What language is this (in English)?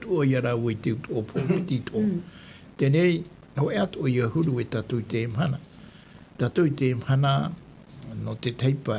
Tahitian